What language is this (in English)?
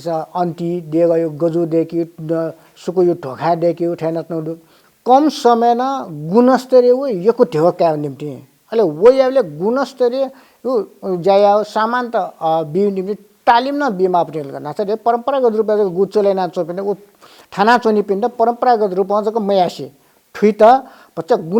Newari